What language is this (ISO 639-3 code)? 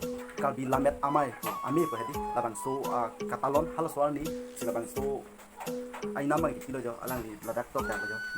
mjw